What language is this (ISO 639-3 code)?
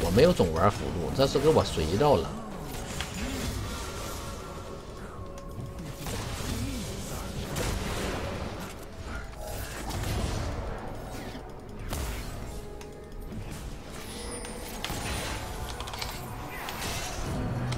zho